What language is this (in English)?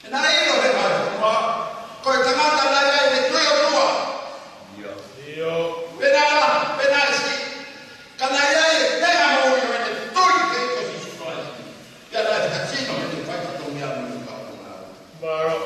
Tongan